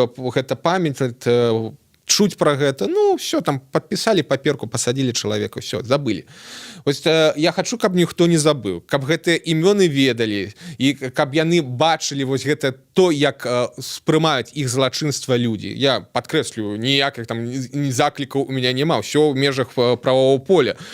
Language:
Belarusian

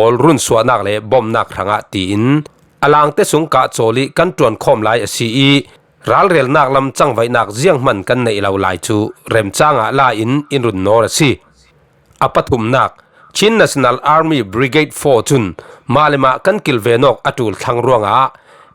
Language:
Falam Chin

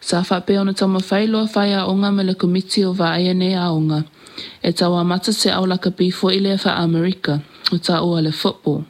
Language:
Samoan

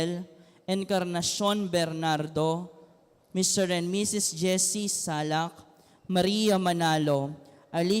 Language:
Pampanga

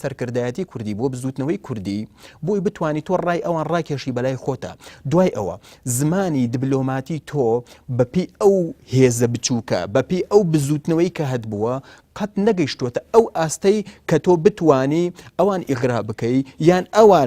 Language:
Central Kurdish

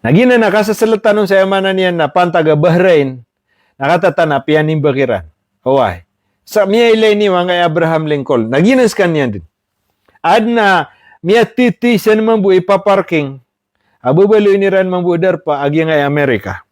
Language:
Maranao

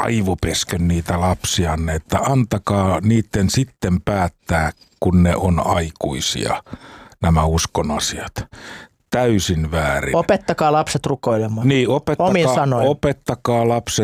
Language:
Finnish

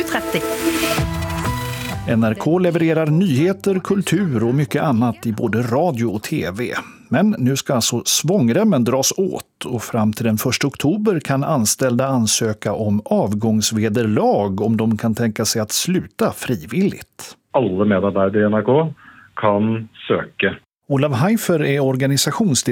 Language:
Swedish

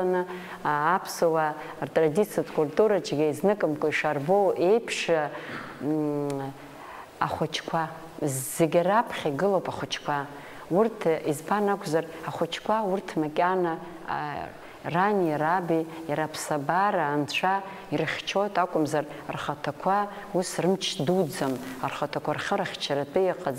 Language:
Abkhazian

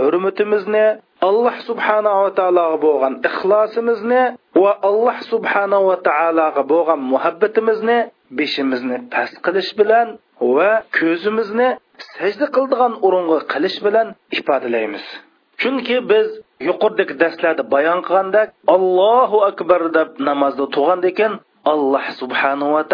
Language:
Uyghur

